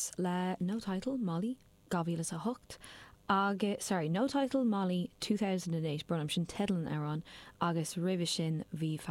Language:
Irish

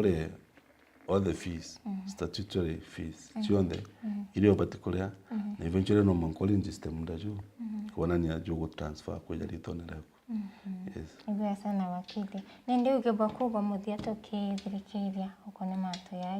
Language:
Meru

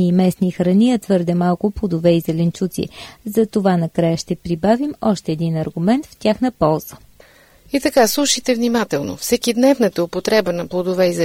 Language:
Bulgarian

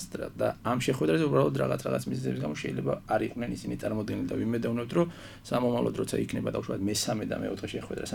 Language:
Georgian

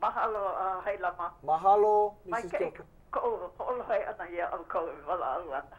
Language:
Hawaiian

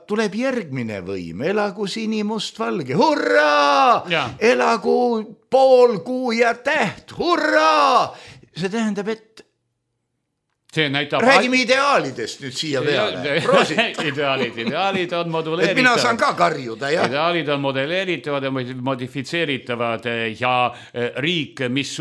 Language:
Estonian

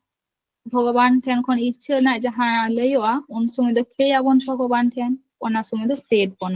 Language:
Santali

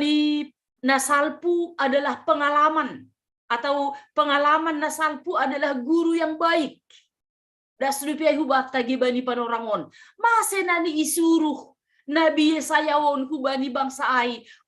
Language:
Batak Simalungun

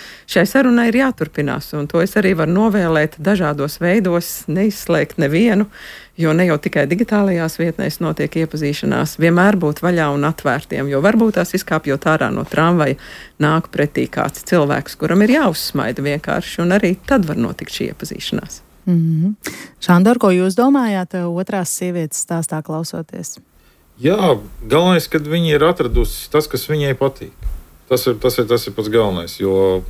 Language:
Latvian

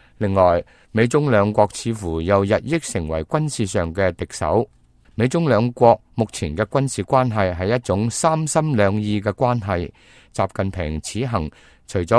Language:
Cantonese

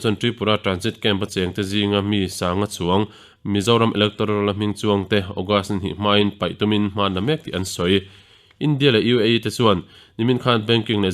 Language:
Mizo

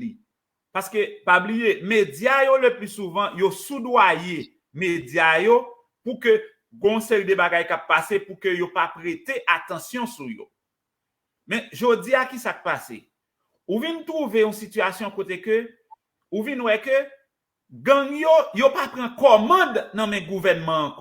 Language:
Haitian Creole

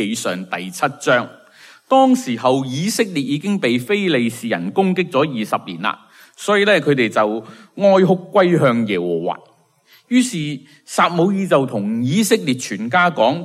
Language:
Cantonese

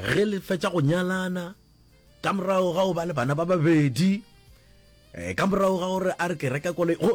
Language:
Northern Sotho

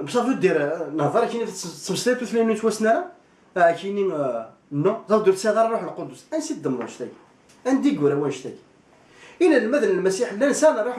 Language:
Kabyle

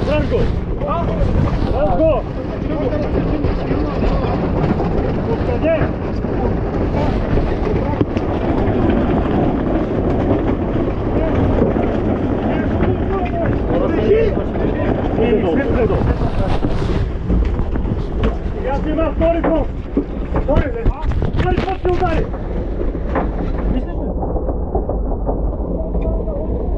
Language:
Bulgarian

